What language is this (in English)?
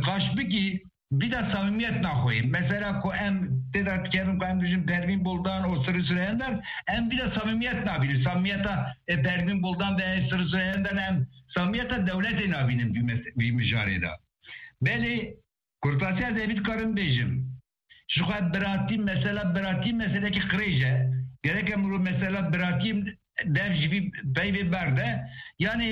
Kurdish